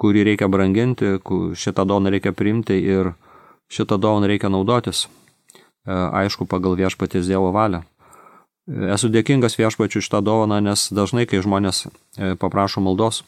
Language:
Lithuanian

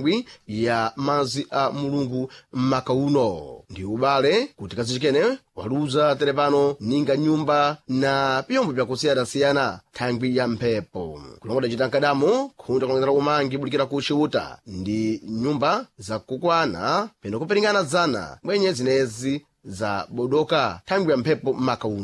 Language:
Sena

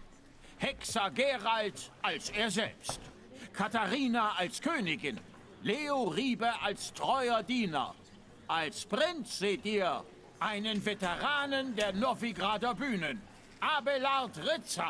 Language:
Swiss German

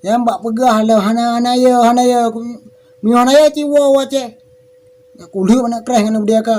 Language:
Achinese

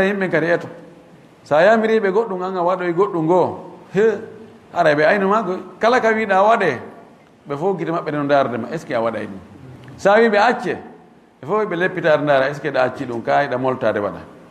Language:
Fula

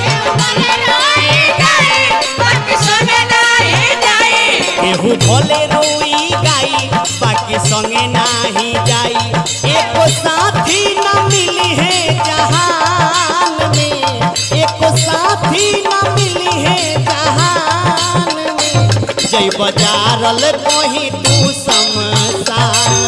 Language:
Bhojpuri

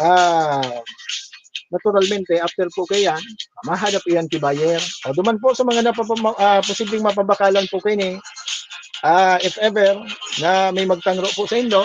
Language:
Bikol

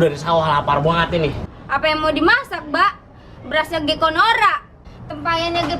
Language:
Betawi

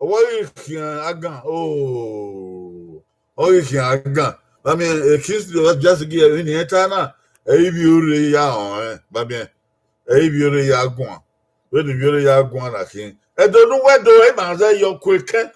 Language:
Bini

